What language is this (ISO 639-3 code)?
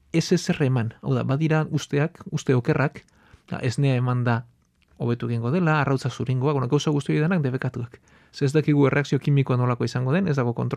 eus